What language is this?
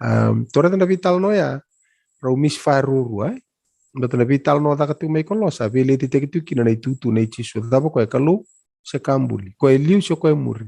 Fijian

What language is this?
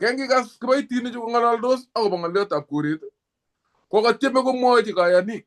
Kalenjin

